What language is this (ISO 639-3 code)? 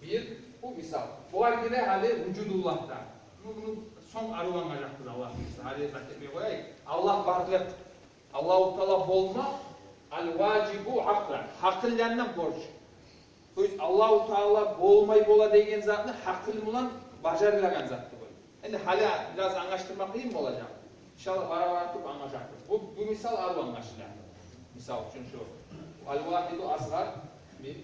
kum